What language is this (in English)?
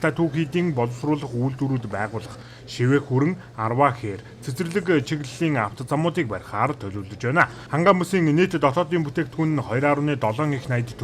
Mongolian